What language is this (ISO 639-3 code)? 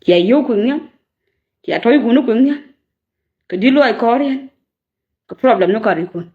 nus